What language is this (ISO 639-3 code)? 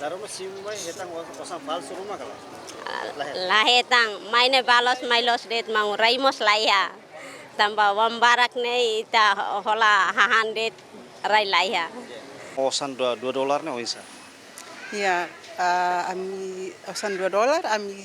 tet